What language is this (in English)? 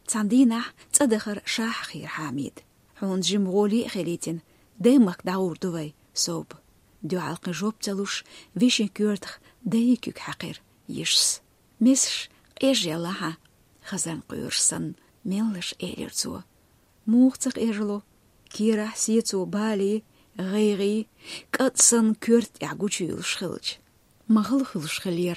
Chechen